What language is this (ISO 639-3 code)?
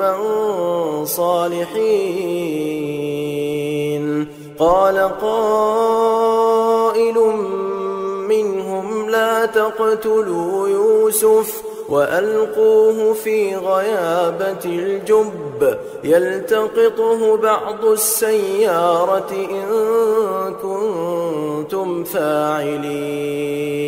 ara